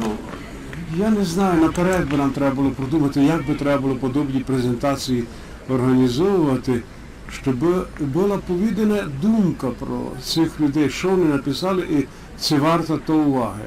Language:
Rusyn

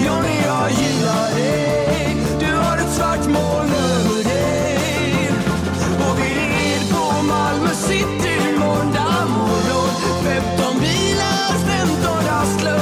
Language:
Swedish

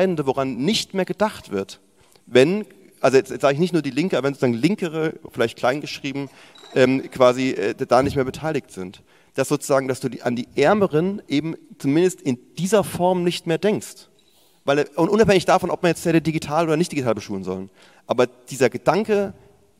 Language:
German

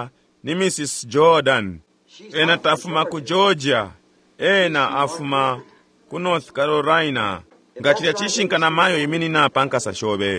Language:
Bemba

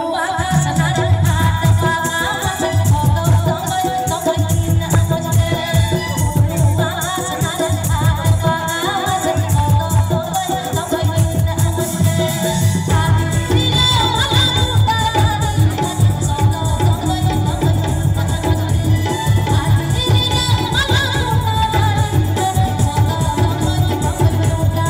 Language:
Santali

